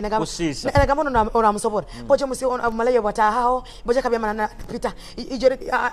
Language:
Nyoro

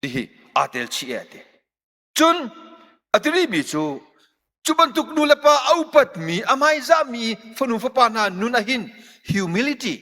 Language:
Hakha Chin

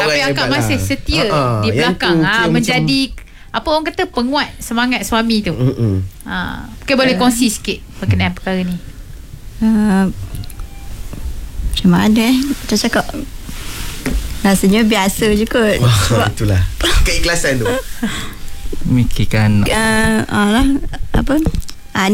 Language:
Malay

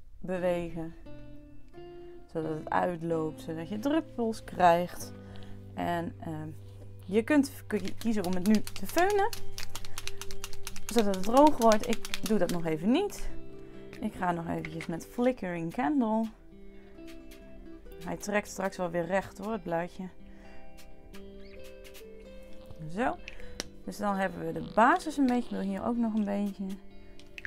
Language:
Dutch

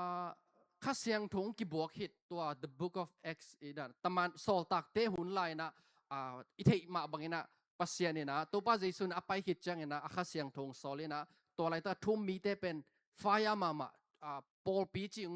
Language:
Tedim Chin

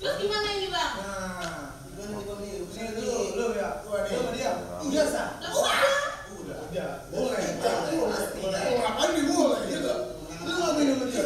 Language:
Betawi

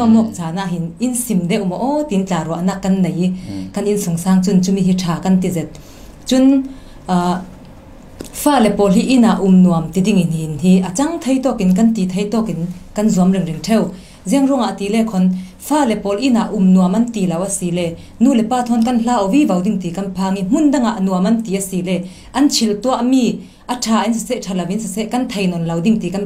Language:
Falam Chin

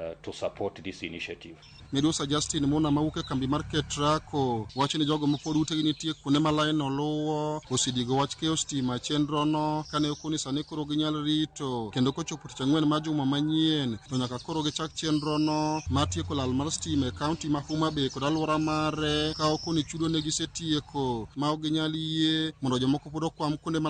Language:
Luo (Kenya and Tanzania)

